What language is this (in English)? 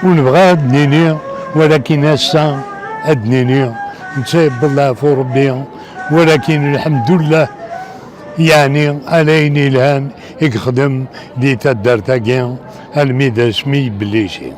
Kabyle